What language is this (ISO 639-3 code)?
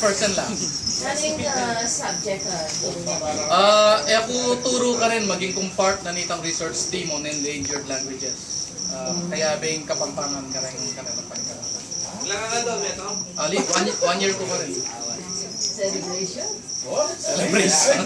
pam